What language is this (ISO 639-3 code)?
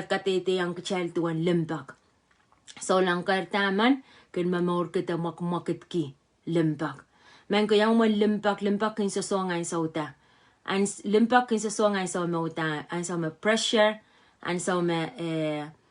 pon